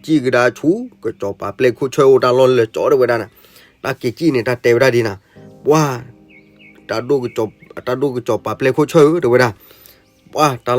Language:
S'gaw Karen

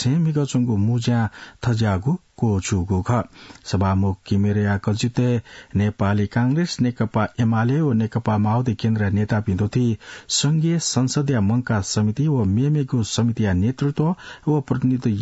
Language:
Newari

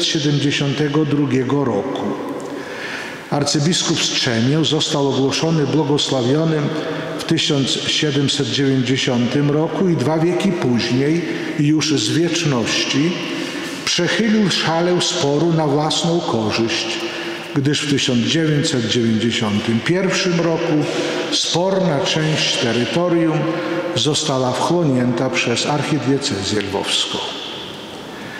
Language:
Polish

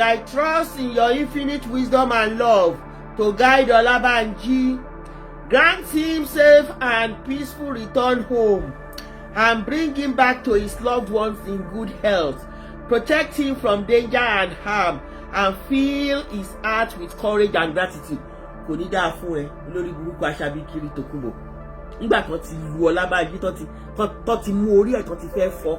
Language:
Yoruba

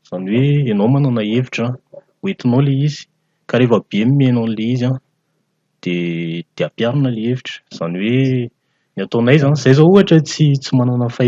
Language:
Malagasy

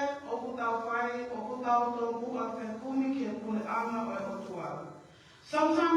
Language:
Tongan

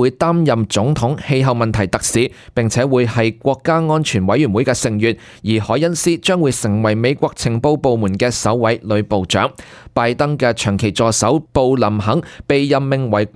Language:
Cantonese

